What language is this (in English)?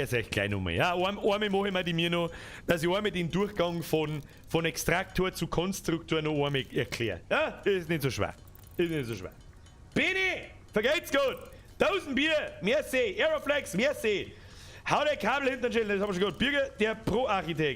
Bavarian